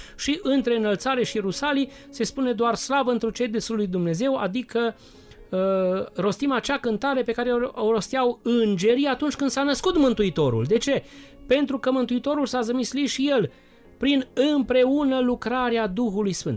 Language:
Romanian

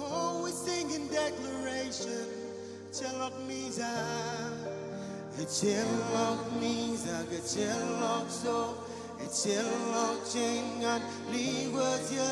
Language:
Marshallese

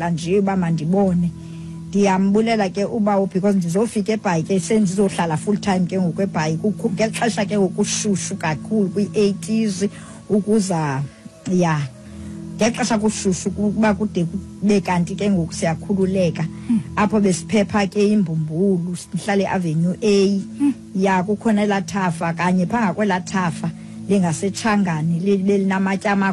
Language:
Xhosa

